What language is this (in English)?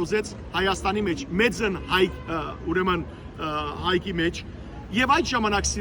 Western Armenian